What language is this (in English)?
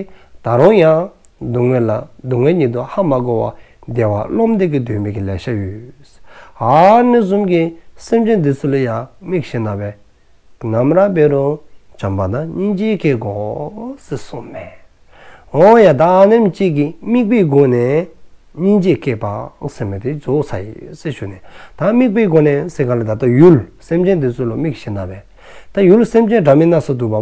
Dzongkha